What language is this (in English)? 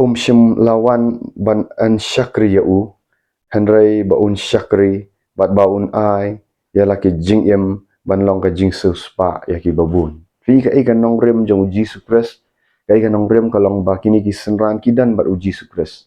Khasi